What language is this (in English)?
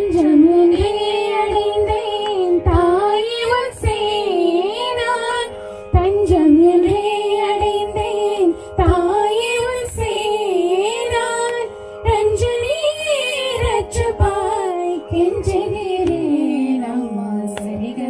Tamil